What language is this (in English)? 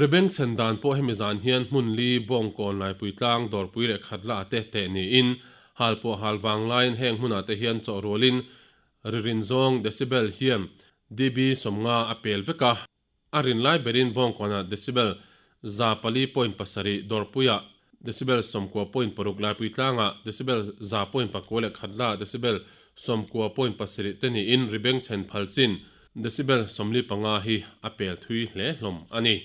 Mizo